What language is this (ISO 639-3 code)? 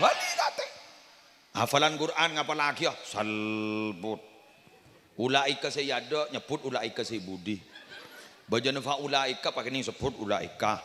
mad